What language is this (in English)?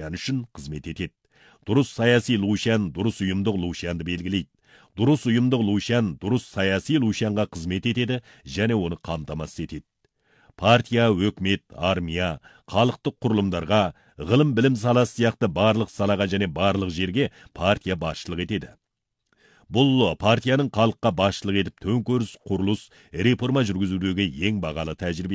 Kazakh